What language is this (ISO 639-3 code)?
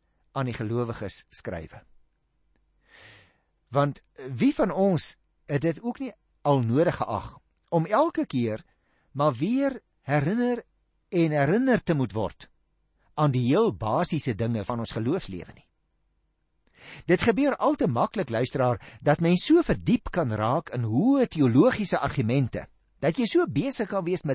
afr